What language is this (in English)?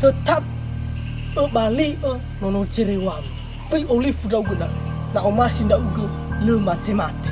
Nias